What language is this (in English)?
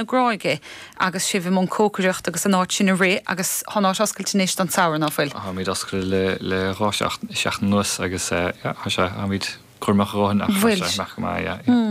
Irish